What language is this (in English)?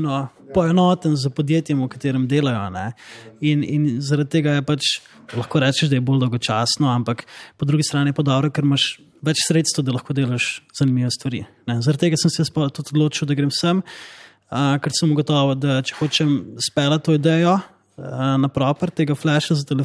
Slovenian